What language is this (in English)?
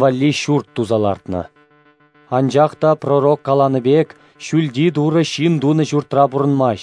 Chuvash